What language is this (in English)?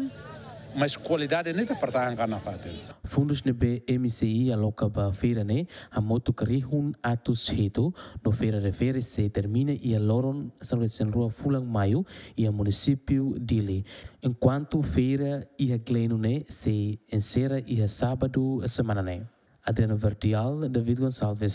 Tetum